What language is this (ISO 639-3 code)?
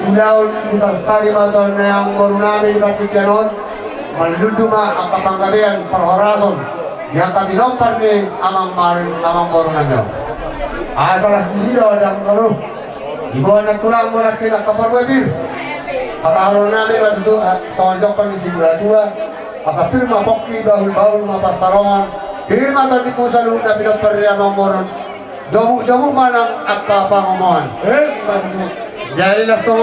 bbc